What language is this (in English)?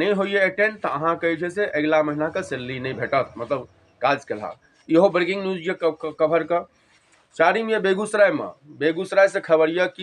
Maithili